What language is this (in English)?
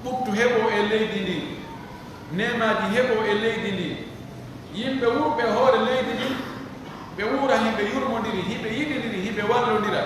Pular